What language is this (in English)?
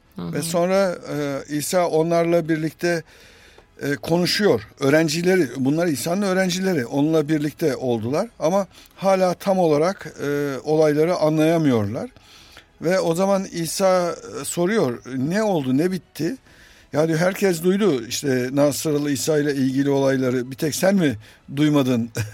Turkish